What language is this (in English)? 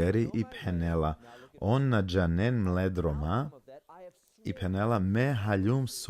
Balkan Romani